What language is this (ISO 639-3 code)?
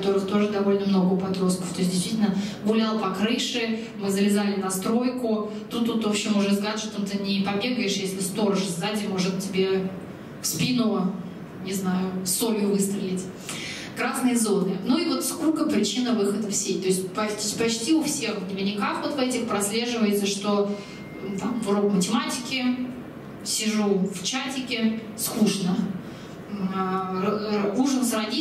rus